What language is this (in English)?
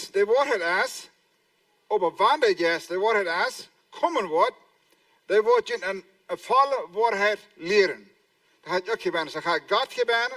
Plautdietsch